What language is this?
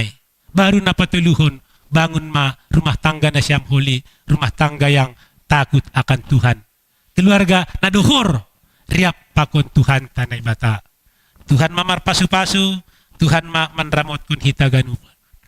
Batak Simalungun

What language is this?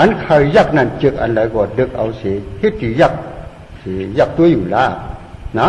Shan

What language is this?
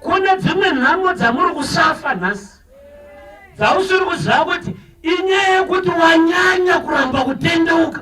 Shona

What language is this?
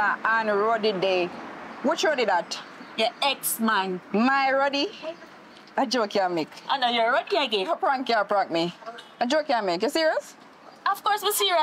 Jamaican Creole English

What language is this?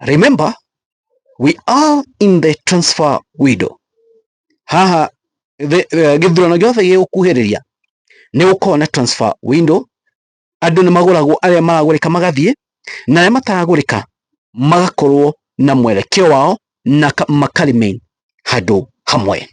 Kikuyu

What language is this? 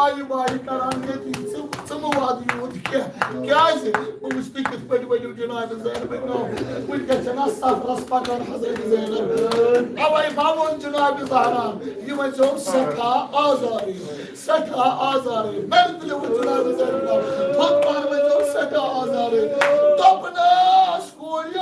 Kashmiri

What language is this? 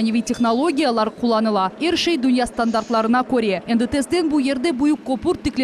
Crimean Tatar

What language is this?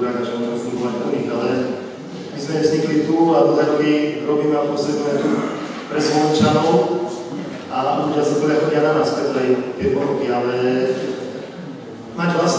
Slovak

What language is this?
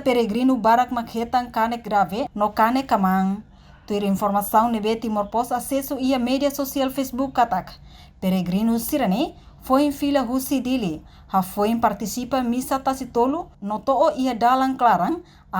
Tetum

